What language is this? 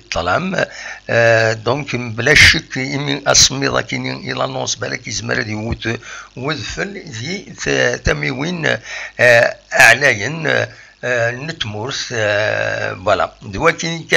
Kabyle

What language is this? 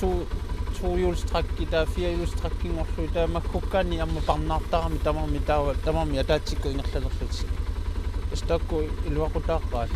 Kalaallisut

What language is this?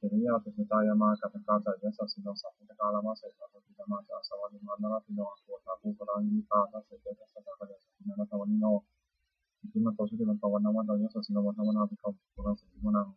Pali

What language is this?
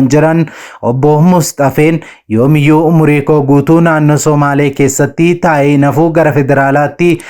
Oromo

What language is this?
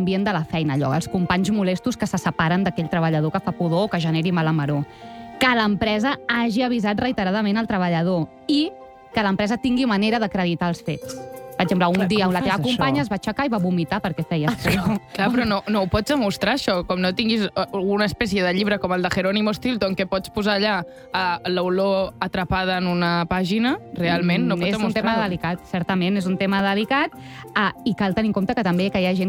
Catalan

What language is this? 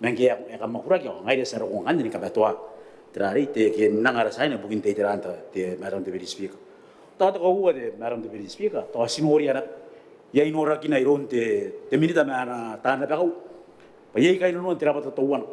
Gilbertese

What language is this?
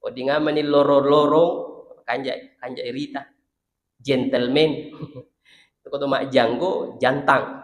Buginese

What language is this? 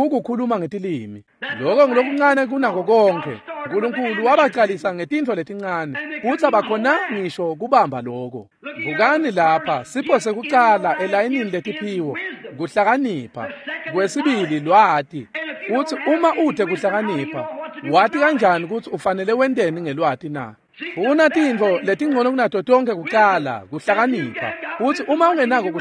Swati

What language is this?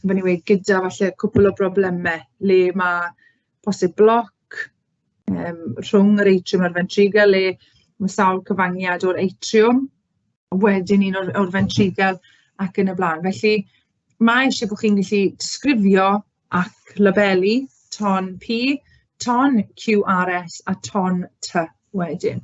Welsh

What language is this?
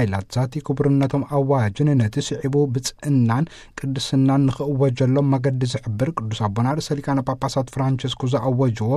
Tigrinya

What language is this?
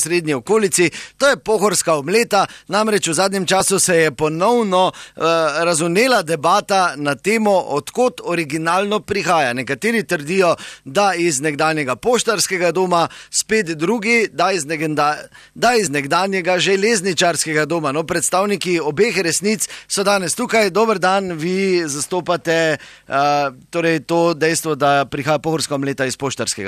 Slovenian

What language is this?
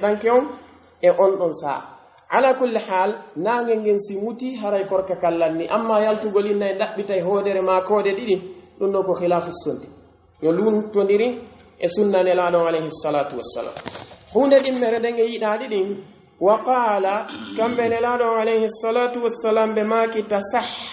Pular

